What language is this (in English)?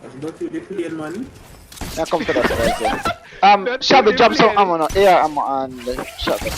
Jamaican Creole English